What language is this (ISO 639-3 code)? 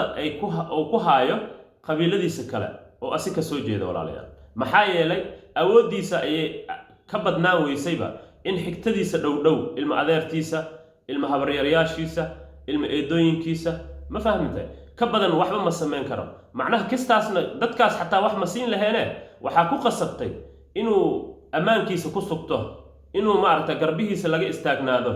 som